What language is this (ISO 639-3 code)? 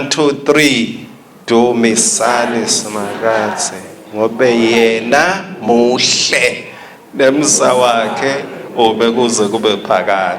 ssw